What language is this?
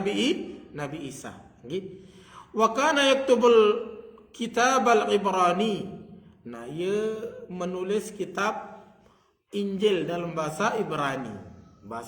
Sasak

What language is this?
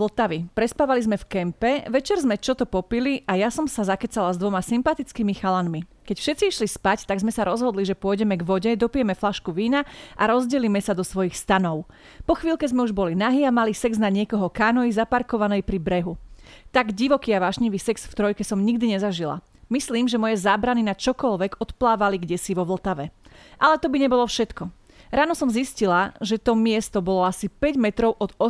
Slovak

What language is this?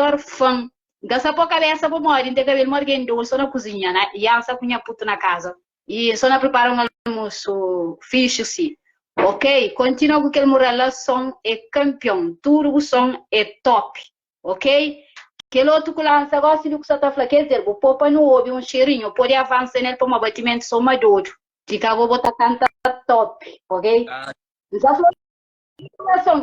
Kabuverdianu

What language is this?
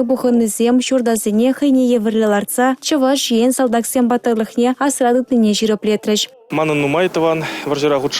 Chuvash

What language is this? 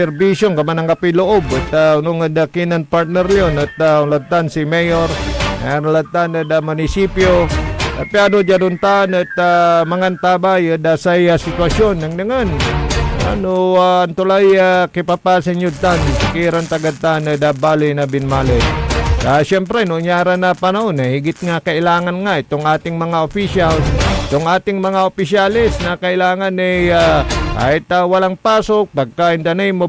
Pangasinan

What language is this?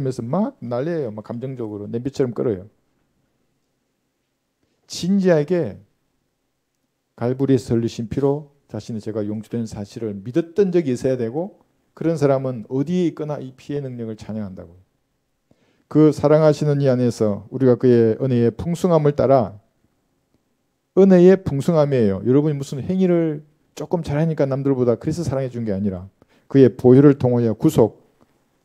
Korean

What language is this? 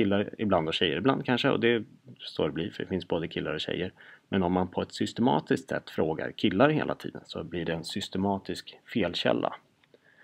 Swedish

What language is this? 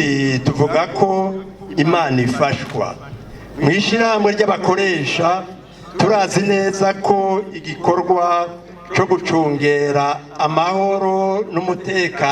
Rundi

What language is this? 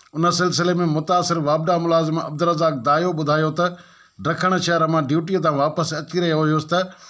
Sindhi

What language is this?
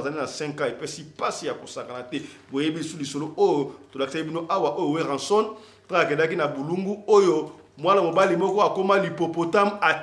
Lingala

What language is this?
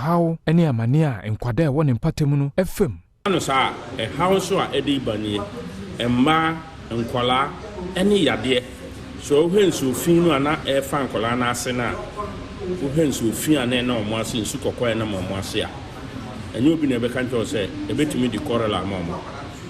Akan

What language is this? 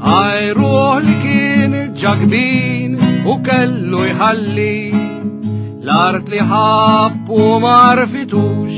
Maltese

